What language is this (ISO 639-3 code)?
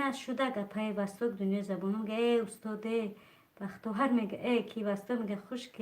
tgk